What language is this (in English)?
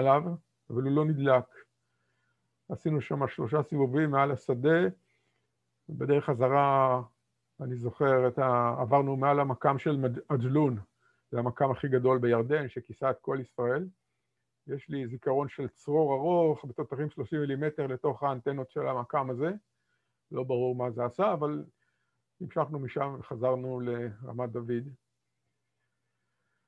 Hebrew